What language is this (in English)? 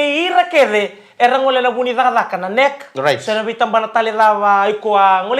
Fijian